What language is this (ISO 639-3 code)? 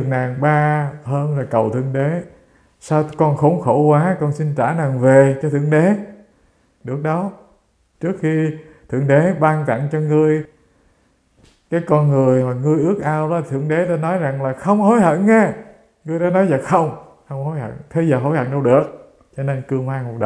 vie